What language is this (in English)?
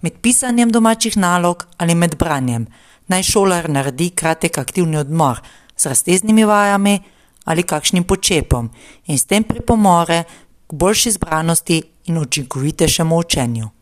Slovenian